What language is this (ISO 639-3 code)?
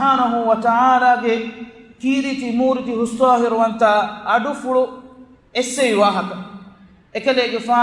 div